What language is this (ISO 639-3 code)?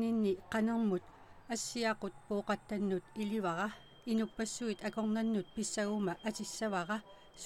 kal